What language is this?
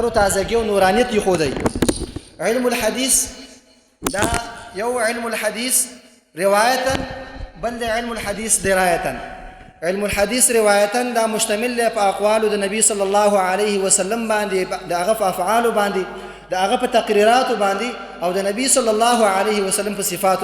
Pashto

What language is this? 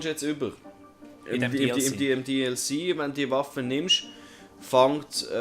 Swiss German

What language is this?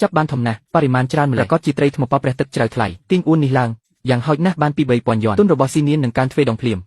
Khmer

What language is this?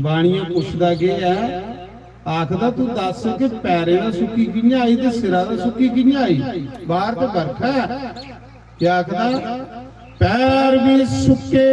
Dogri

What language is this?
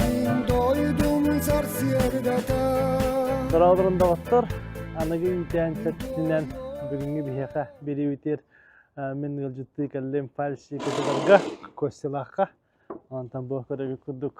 Yakut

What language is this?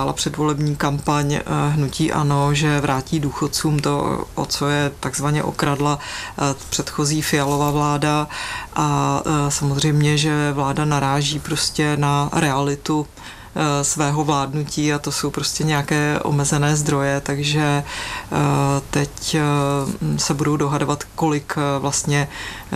Czech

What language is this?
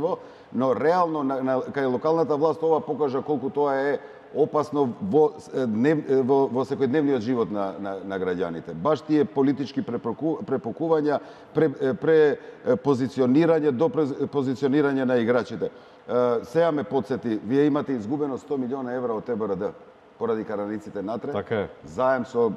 Macedonian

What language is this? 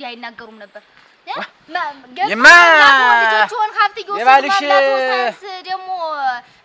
Amharic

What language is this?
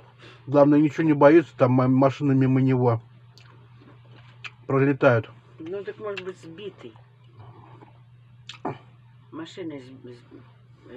Russian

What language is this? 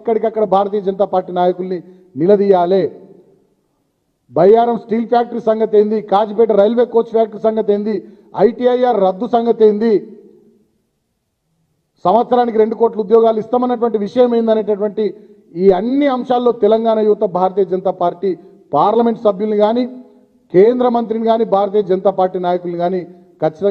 Telugu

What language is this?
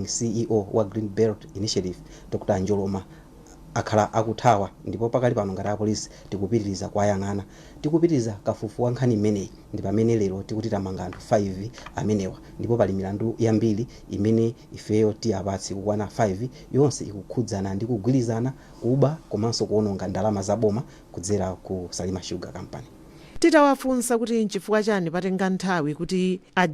Nyanja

